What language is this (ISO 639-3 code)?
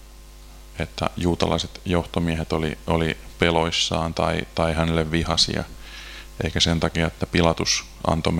fin